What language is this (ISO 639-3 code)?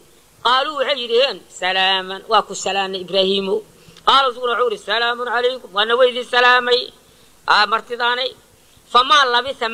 som